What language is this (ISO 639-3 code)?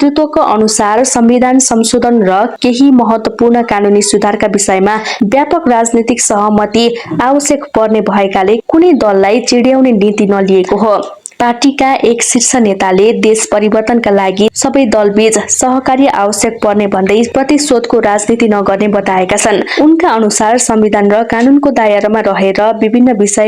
nep